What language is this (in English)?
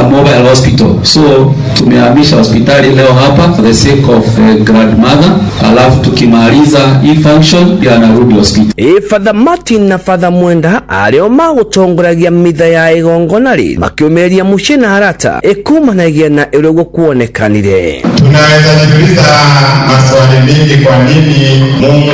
Swahili